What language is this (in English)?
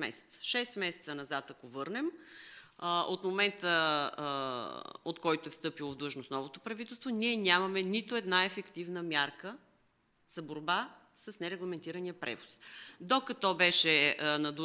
Bulgarian